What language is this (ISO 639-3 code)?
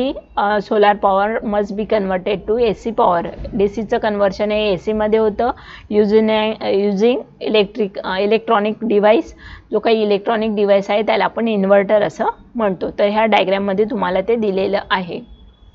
mar